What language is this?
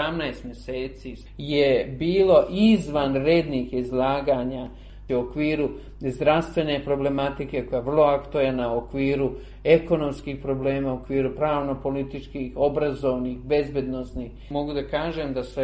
Serbian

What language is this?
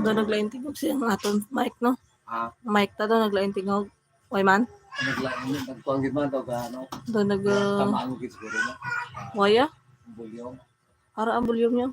Hiligaynon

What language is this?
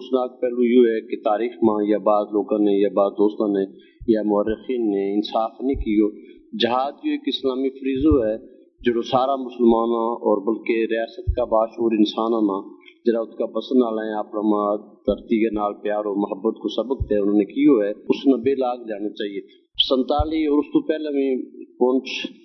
Gujari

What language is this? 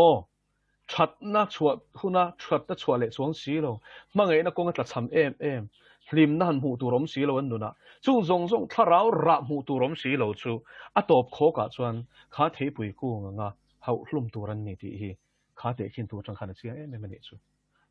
Mizo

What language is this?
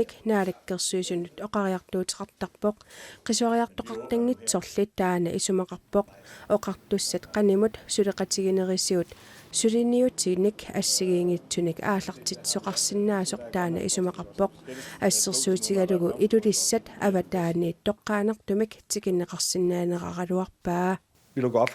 Kalaallisut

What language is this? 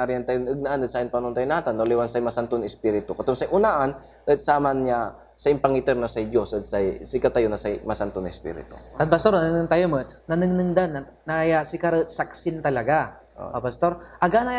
Pangasinan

